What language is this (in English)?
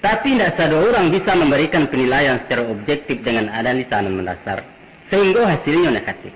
Minangkabau